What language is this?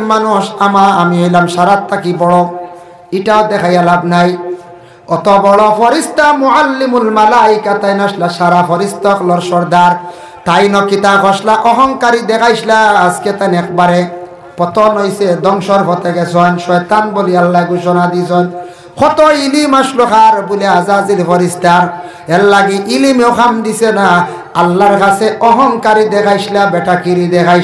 Sylheti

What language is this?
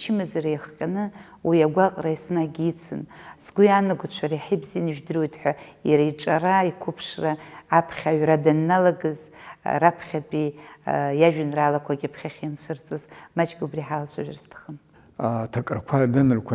Abkhazian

